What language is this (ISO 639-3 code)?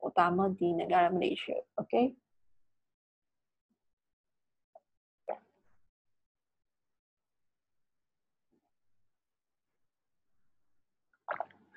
msa